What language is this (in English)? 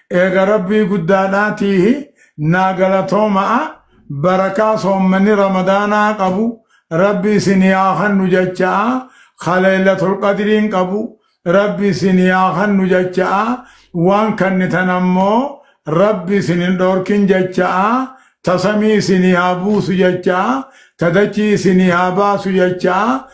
Oromo